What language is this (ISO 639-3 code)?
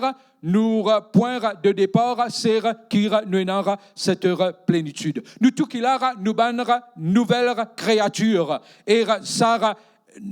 mfe